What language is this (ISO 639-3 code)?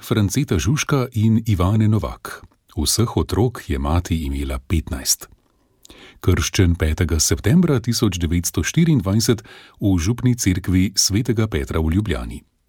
slv